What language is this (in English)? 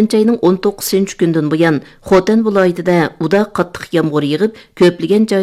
Uyghur